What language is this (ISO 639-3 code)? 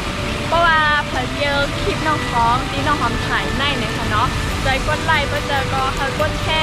shn